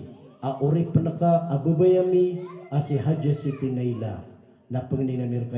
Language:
Maranao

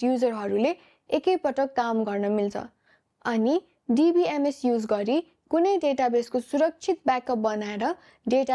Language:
Nepali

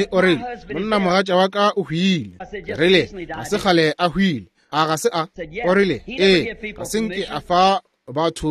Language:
Northern Sotho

